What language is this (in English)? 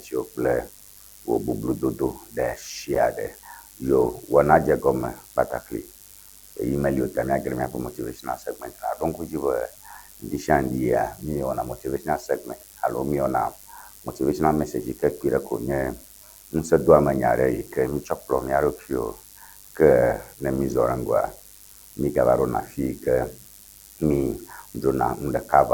Ewe